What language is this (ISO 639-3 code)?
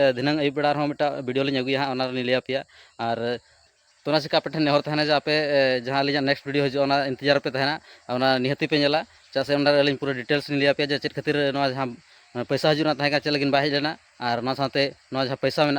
sat